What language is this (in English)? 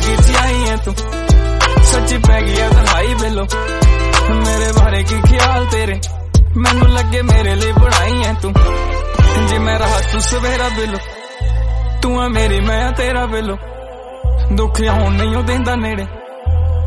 Punjabi